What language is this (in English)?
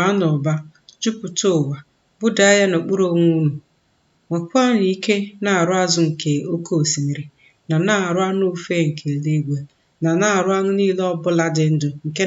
Igbo